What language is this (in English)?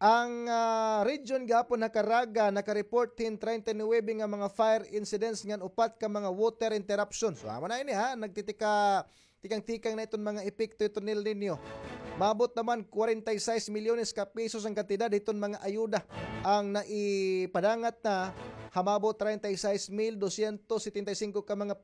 Waray